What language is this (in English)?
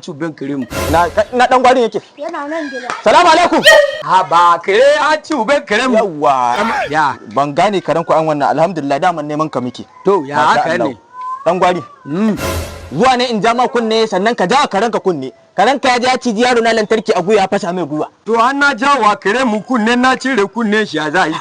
Hausa